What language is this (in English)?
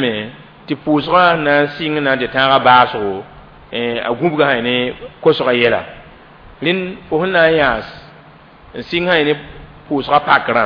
Mossi